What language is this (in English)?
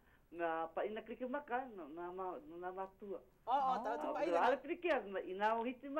Hawaiian